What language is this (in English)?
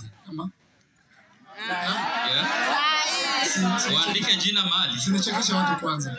Swahili